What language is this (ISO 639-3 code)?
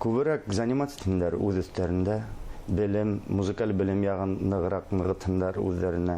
bak